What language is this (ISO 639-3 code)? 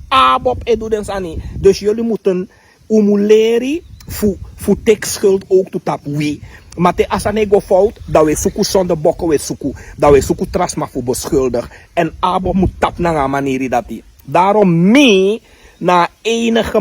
srn